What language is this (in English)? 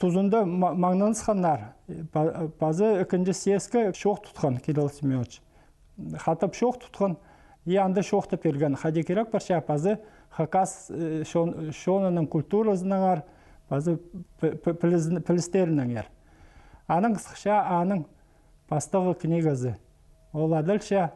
Khakas